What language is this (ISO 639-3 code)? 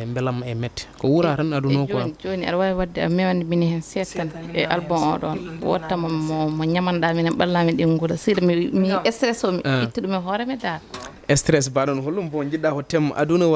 ful